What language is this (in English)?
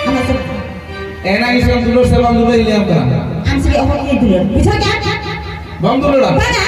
Santali